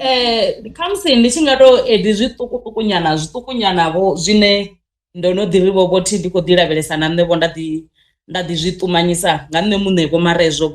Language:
Venda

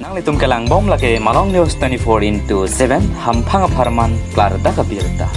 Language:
Karbi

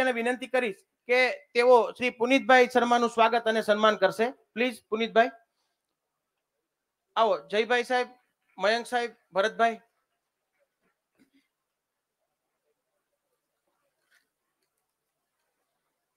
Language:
Gujarati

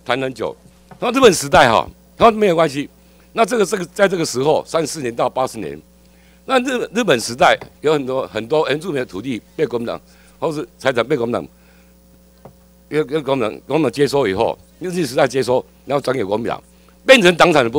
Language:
Chinese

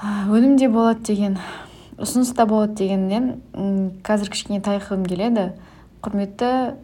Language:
Kazakh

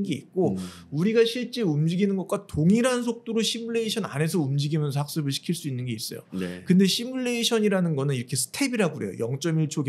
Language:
Korean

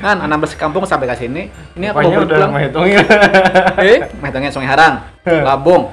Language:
Banjar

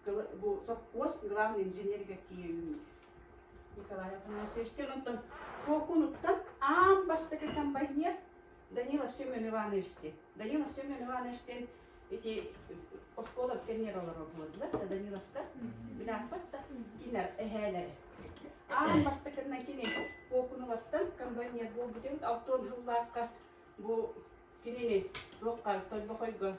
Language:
Yakut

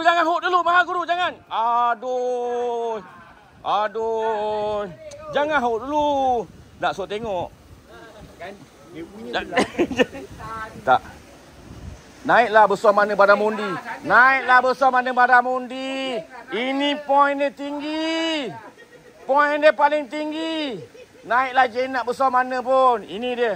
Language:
Malay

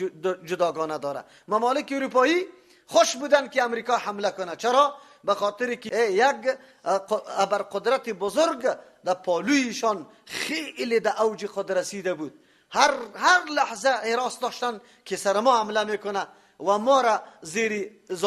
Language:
Persian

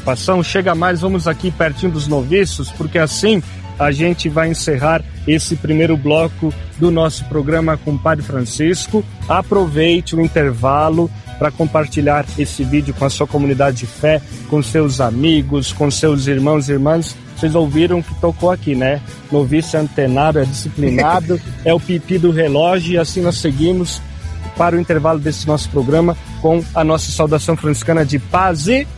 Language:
Portuguese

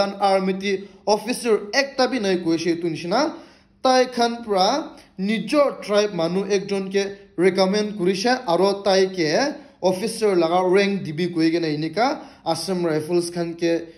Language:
Naga Pidgin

